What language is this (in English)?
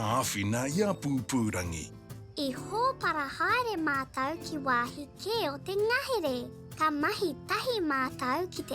Māori